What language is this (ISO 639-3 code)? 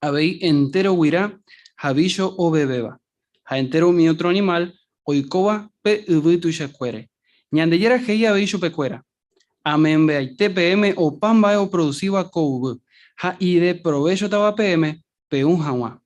grn